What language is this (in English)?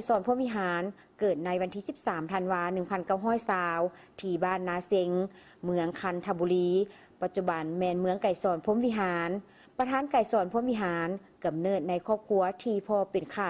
Lao